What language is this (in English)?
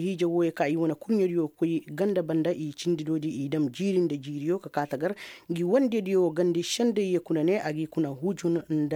Koyraboro Senni